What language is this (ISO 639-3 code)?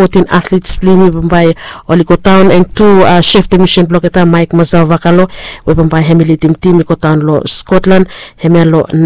bis